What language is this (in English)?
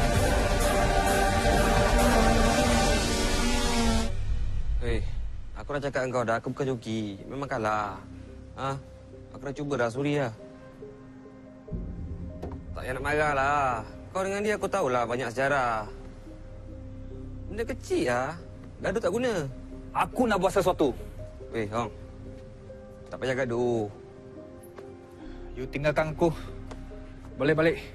Malay